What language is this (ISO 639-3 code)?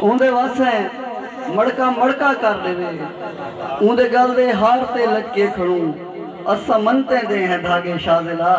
skr